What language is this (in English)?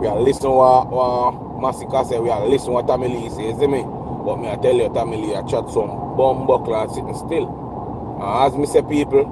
Jamaican Creole English